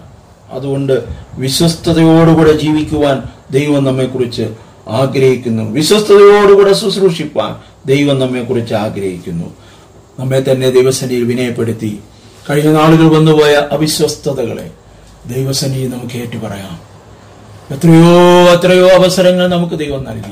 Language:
Malayalam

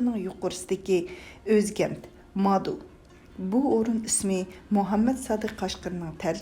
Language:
Uyghur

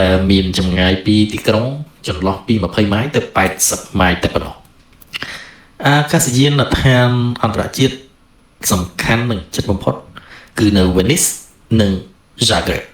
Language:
Khmer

